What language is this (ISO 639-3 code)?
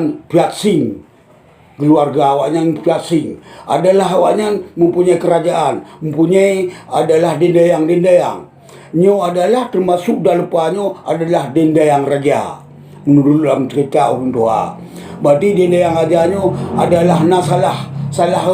ace